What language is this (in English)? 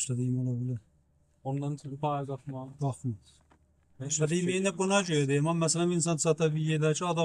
South Azerbaijani